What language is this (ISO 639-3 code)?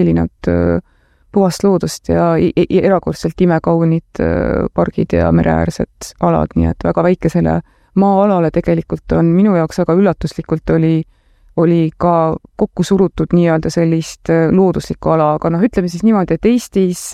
est